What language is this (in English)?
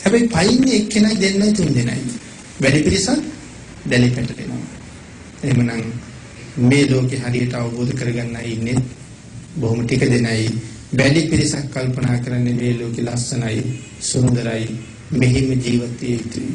Sinhala